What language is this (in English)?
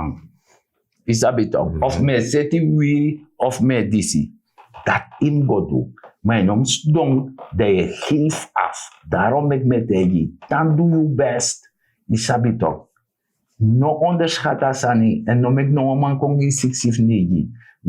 Sranan Tongo